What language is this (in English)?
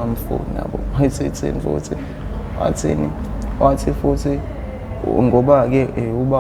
Zulu